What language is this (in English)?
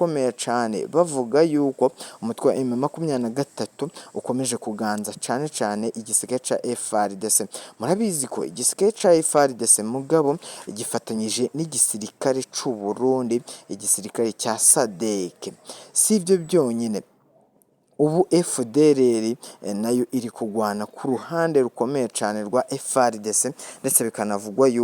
Rundi